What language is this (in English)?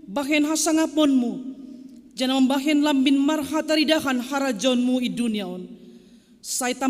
Batak Simalungun